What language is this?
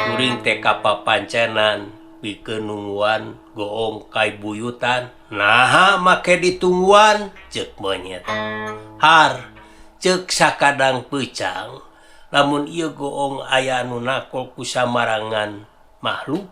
Sundanese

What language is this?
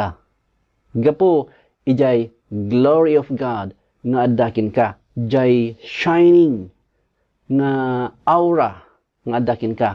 Iloko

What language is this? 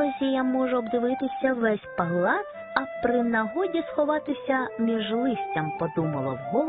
Ukrainian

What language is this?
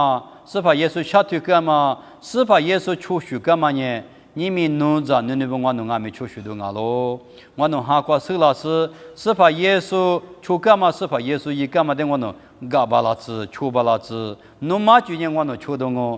Lisu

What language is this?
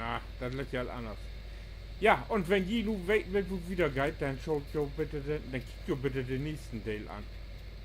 Low German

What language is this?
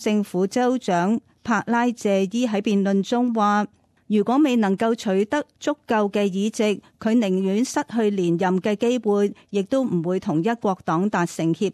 Cantonese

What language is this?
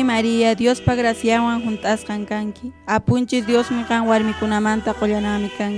Quechua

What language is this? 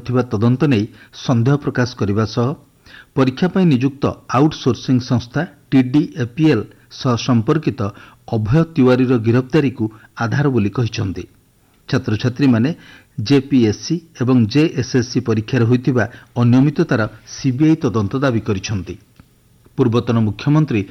Odia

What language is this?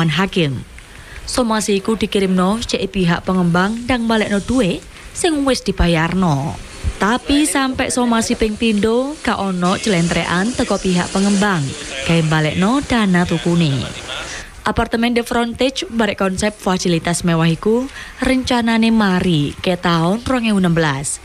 Javanese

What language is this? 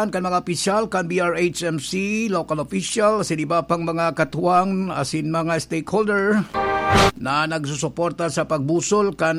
Bikol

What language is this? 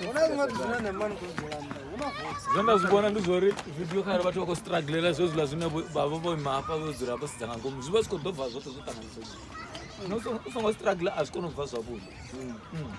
Venda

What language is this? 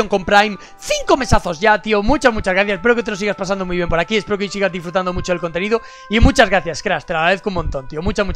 Spanish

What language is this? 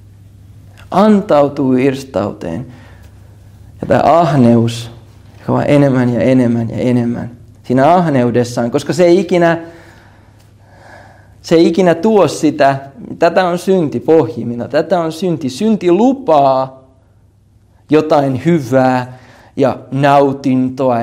Finnish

